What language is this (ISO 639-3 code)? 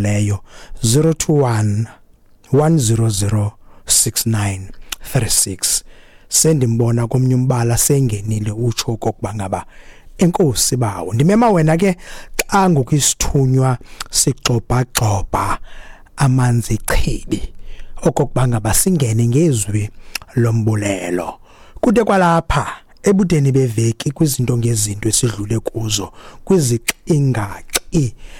xho